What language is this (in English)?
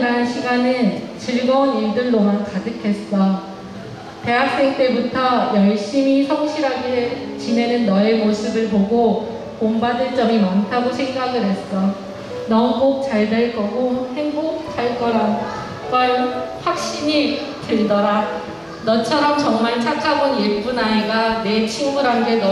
Korean